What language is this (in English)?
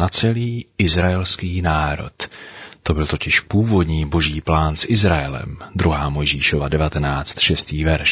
Czech